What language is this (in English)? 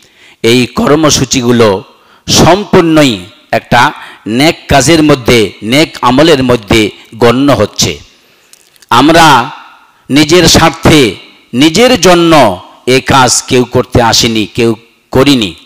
Bangla